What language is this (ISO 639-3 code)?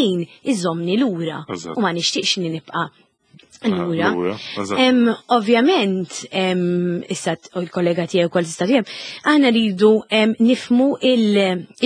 mlt